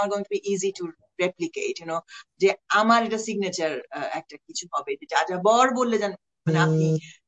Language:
Bangla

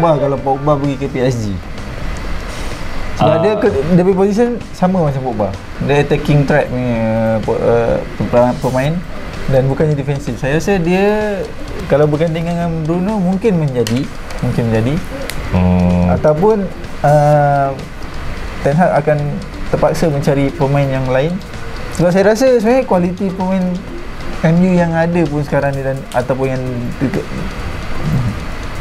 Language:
Malay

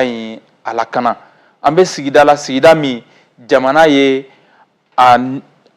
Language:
Bambara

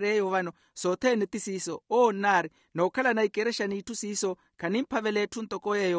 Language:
Makhuwa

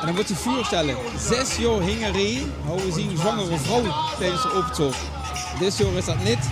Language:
Limburgish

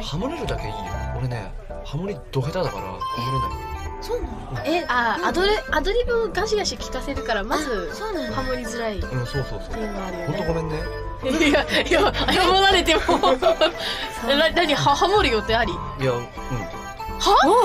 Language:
Japanese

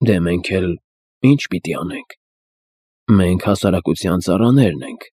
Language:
Armenian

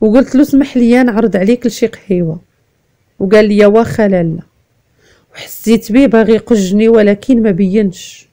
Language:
Moroccan Arabic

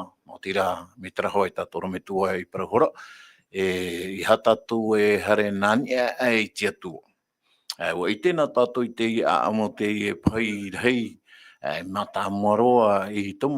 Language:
Tahitian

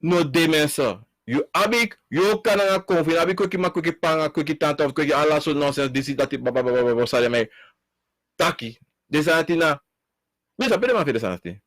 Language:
Sranan Tongo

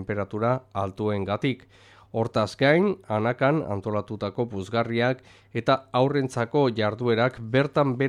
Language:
Basque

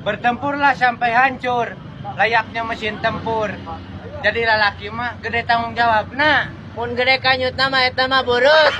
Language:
Sundanese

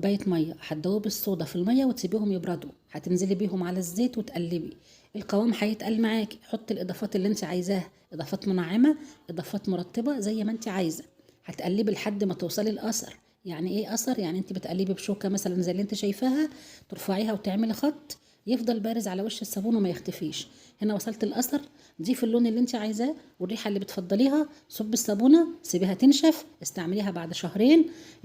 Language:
Egyptian Arabic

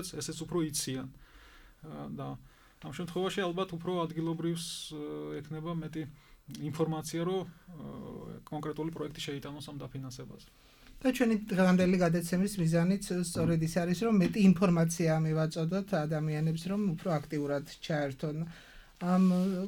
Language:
Georgian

